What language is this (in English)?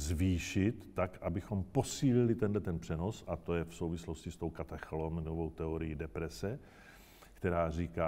Czech